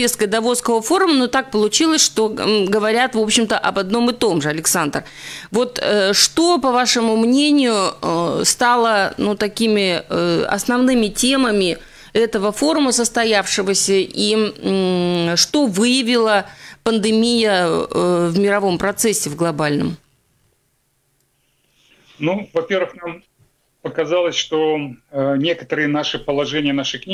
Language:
Russian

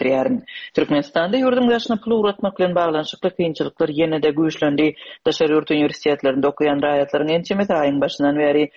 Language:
Turkmen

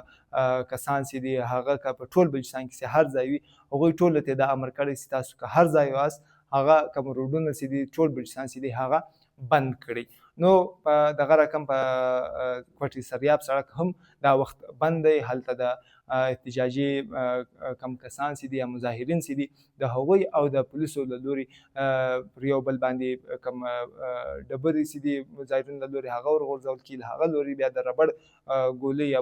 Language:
Pashto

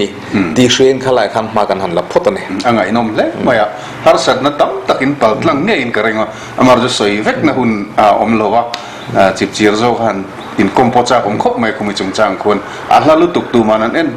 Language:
Mizo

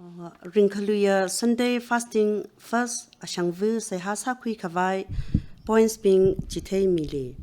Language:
Tangkhul Naga (India)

